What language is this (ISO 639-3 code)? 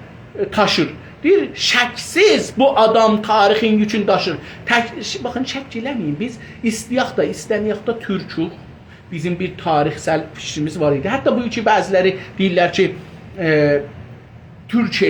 azb